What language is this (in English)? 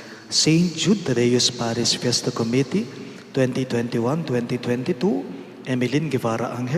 Pampanga